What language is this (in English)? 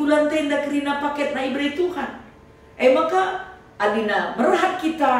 Batak Karo